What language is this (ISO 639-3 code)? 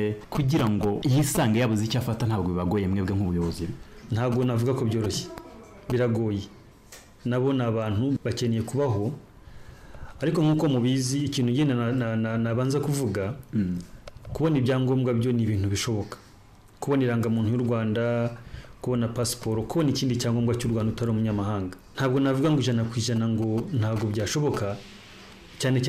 kin